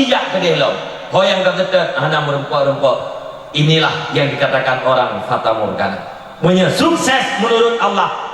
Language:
Achinese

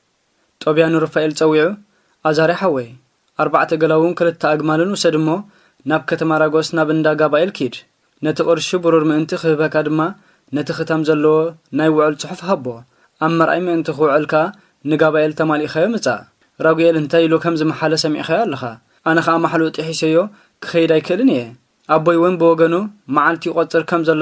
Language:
Tigrinya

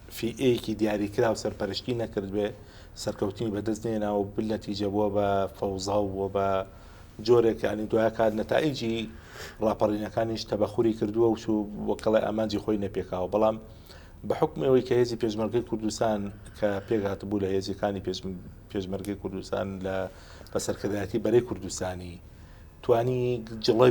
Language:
Central Kurdish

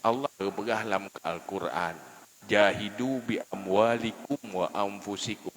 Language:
Achinese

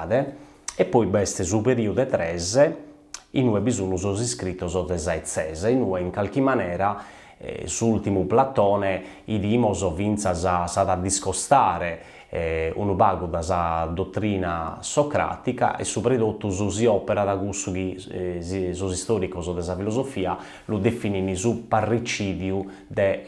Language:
Sardinian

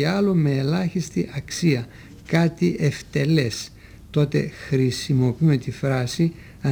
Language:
Greek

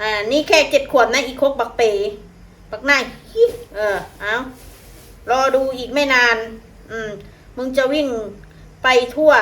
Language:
Northeastern Thai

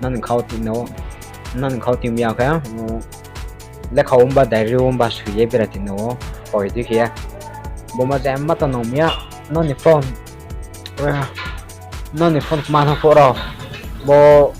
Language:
Riang (India)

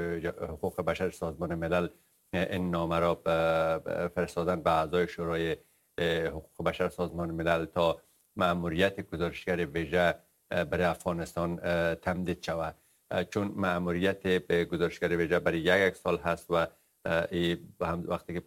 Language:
Persian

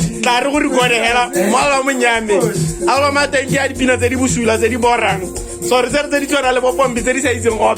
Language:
Tswana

